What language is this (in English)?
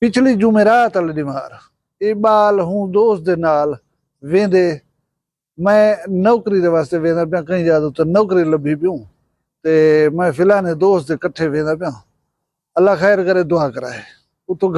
Saraiki